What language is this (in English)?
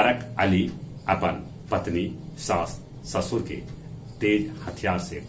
Magahi